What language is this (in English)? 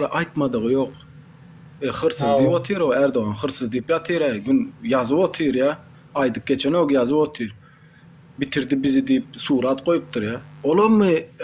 Turkmen